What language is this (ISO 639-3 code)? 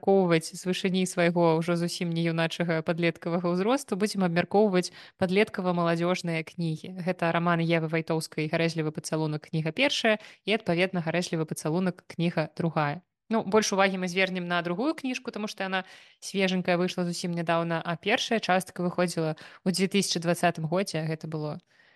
bel